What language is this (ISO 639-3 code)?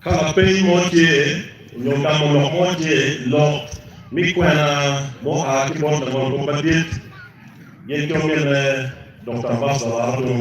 ach